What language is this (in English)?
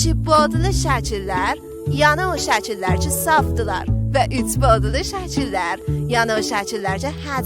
South Azerbaijani